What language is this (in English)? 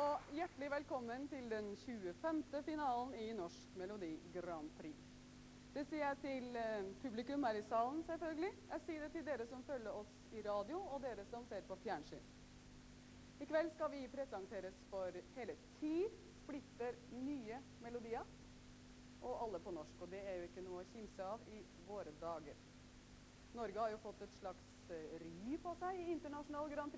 Norwegian